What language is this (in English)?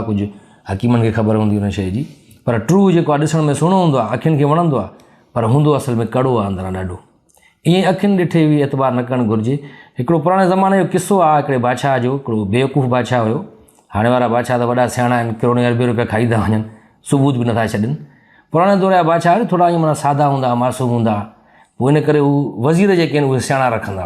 Sindhi